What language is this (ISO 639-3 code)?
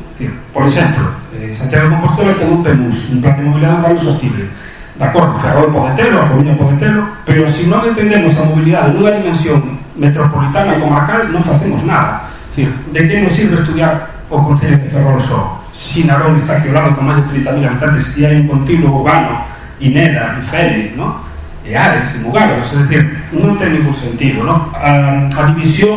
glg